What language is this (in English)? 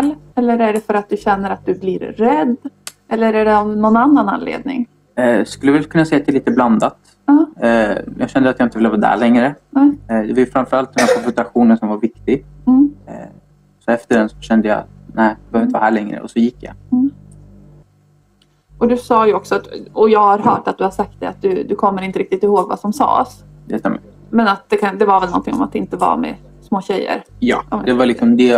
Swedish